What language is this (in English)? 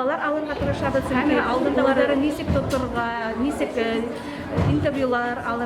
Bashkir